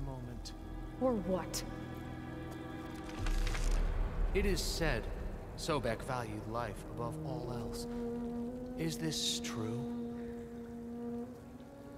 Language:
English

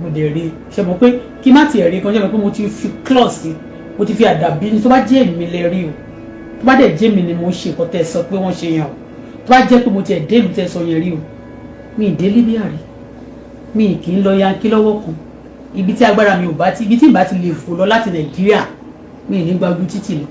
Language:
Yoruba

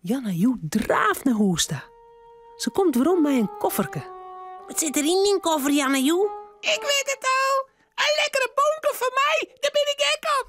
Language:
Western Frisian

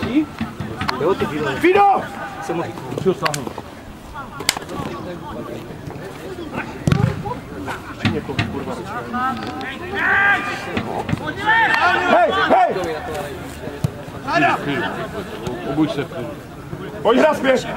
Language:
Czech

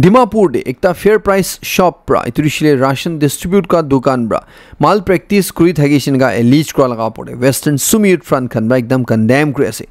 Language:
Naga Pidgin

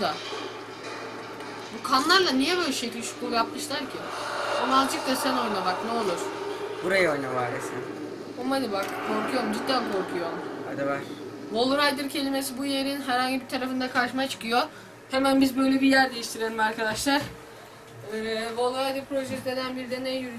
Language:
Turkish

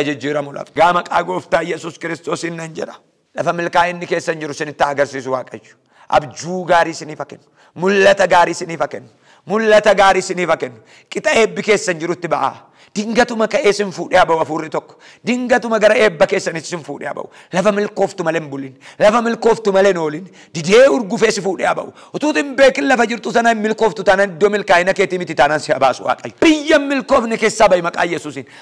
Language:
Oromo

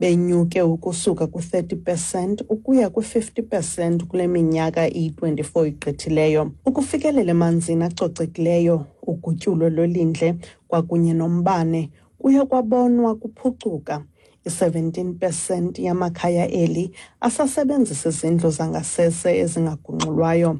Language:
Xhosa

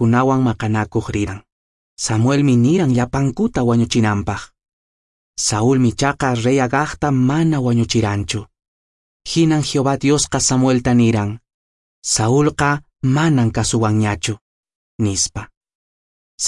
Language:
Quechua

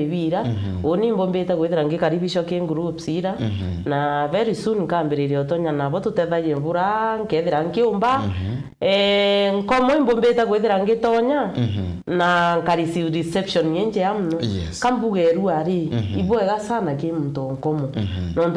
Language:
Meru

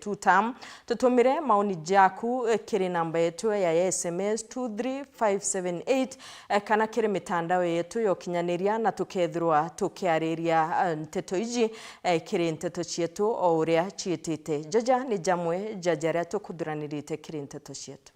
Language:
Meru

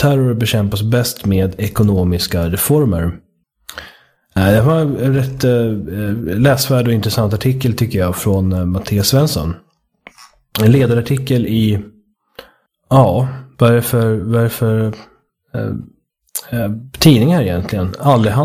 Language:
Swedish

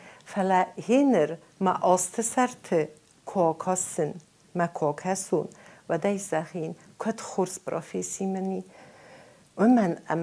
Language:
Ossetic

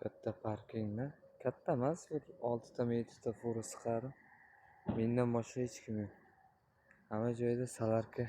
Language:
Uzbek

